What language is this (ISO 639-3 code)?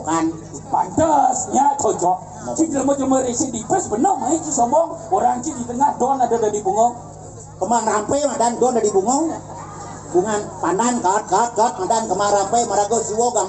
ban